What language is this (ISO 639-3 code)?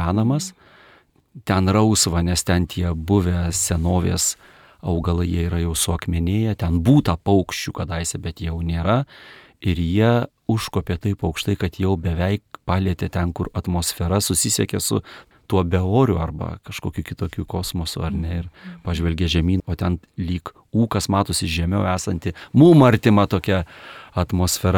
lit